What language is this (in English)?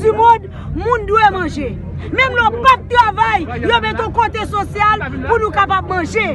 Haitian Creole